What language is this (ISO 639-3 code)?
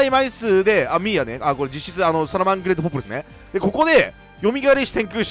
jpn